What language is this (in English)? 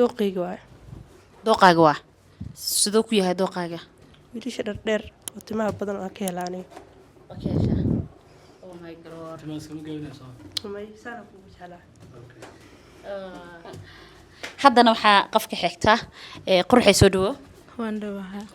Somali